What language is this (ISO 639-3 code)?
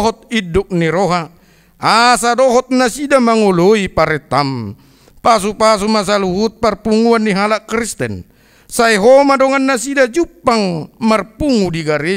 bbc